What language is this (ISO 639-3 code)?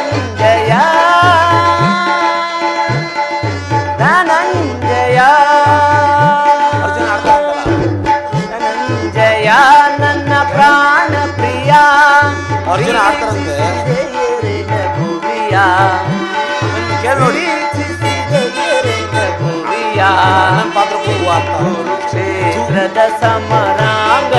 kan